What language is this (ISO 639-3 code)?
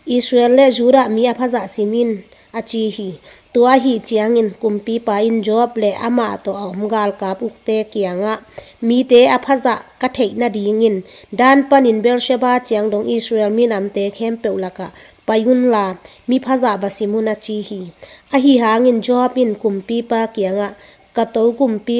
ctd